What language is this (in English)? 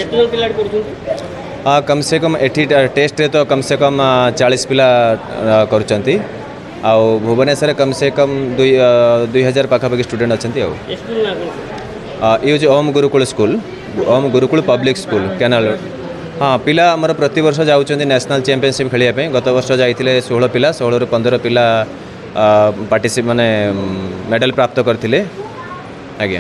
Odia